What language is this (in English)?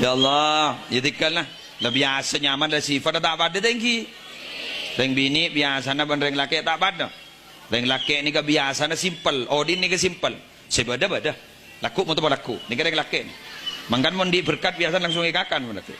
Madurese